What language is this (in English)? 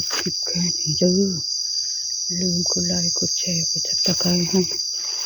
Northeastern Thai